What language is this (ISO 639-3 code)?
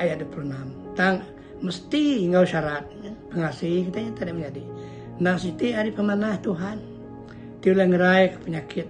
iba